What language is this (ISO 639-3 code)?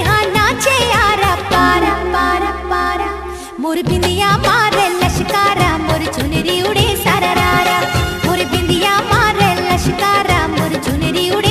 hne